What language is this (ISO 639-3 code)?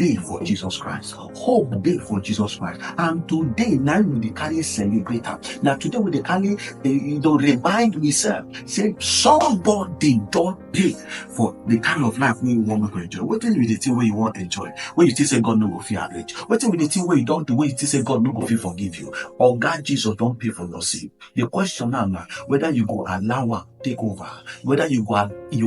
pcm